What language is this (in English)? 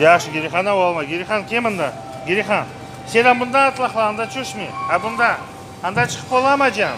Crimean Tatar